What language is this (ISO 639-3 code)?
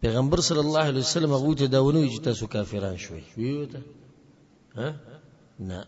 pus